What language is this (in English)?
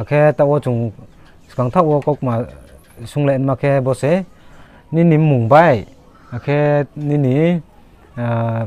Riang (India)